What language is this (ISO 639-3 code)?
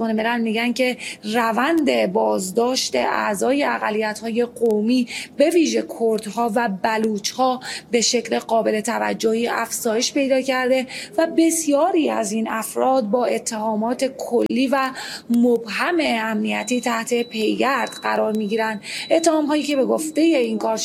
fas